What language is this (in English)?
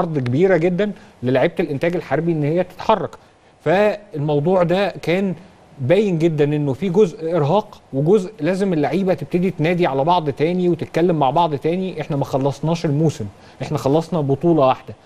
Egyptian Arabic